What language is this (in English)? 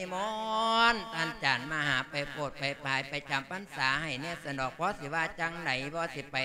Lao